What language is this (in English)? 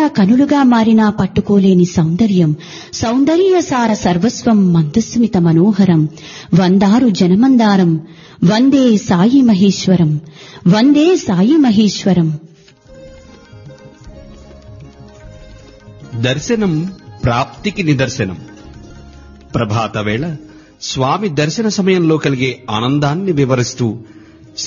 Telugu